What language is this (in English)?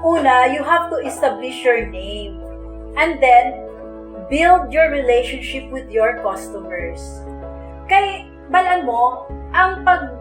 Hiligaynon